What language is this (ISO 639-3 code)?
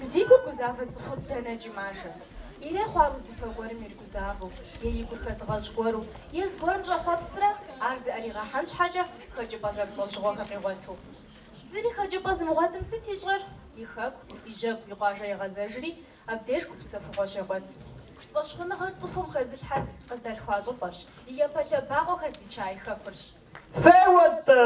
kbd